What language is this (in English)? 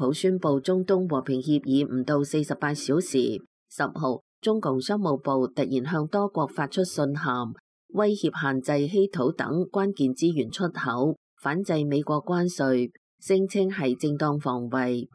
Cantonese